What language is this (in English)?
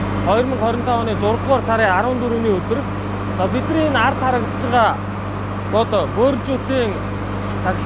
Mongolian